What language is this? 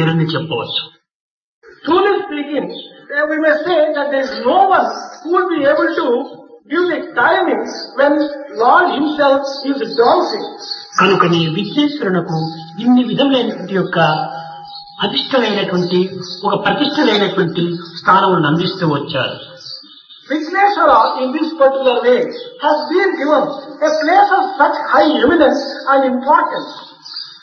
Telugu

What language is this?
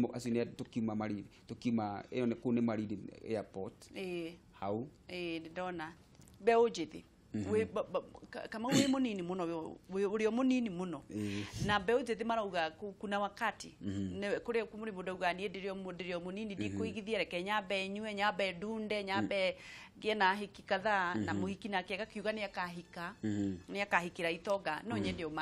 Kikuyu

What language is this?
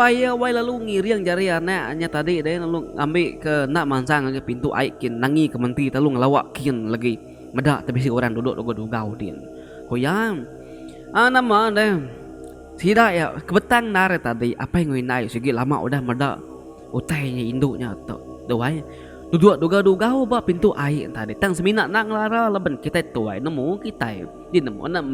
Iban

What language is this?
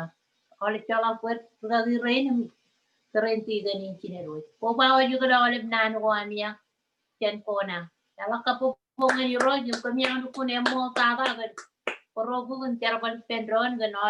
Marshallese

